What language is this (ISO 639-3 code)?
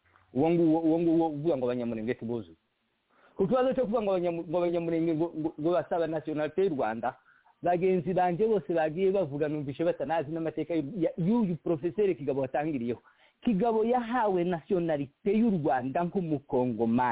kin